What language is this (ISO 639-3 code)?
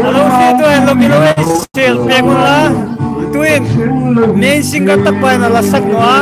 hmr